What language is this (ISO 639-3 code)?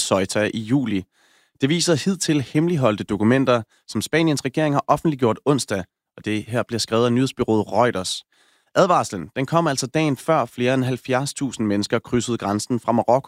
dan